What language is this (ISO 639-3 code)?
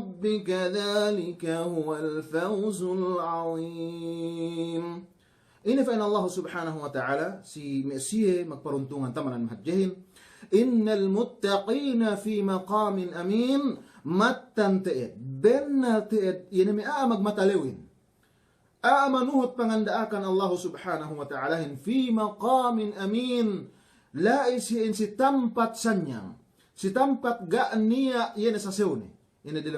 yka